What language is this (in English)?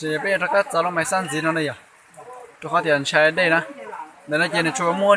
Hmong